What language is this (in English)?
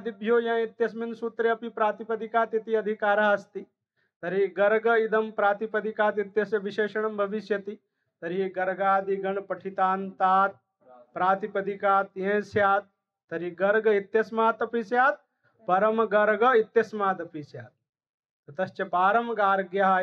Sanskrit